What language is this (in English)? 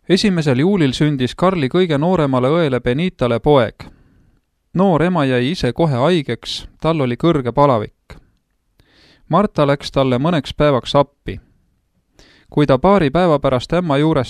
Estonian